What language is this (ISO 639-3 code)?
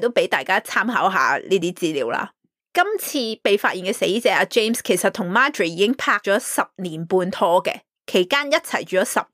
yue